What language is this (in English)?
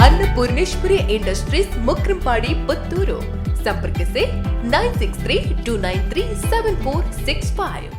Tulu